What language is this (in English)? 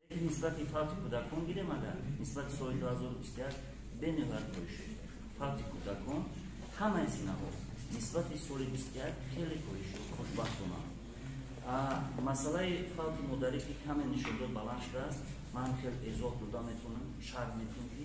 Tajik